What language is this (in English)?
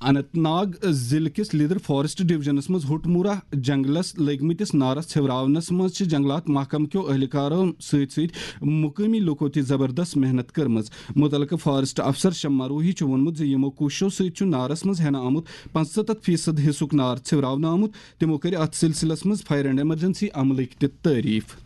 Kashmiri